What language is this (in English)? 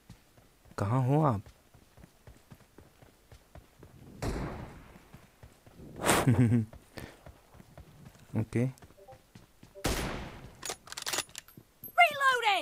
Hindi